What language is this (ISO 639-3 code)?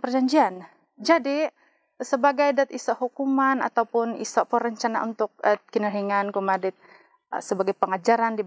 dtp